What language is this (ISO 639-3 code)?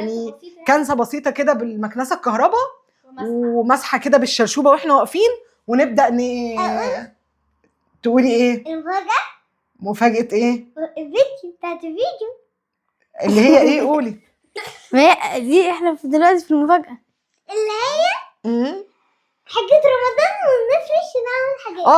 arz